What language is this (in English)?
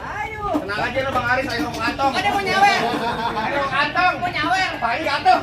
Betawi